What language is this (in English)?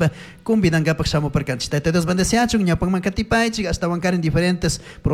Chimborazo Highland Quichua